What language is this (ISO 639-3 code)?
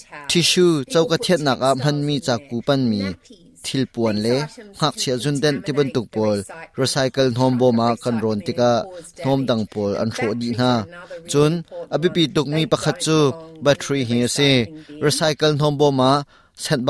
cnh